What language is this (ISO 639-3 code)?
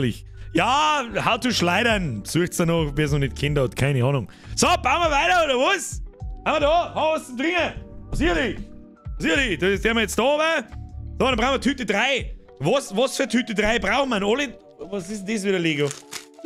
bar